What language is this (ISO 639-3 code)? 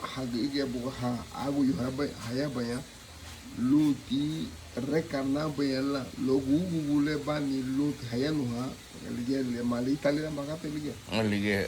cab